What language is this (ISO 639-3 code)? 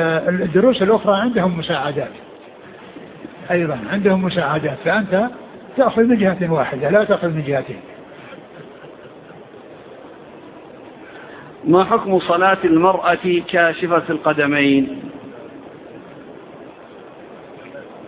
ara